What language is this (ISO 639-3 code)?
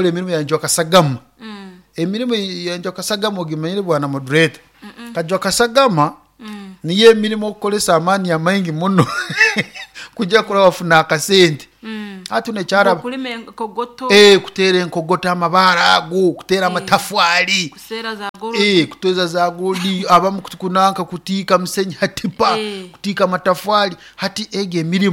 nyo